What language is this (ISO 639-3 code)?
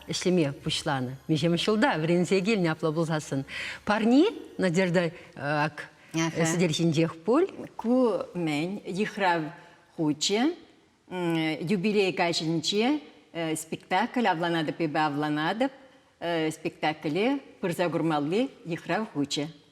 chv